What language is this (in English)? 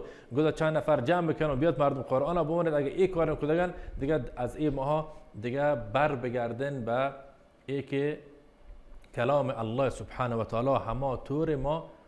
Baluchi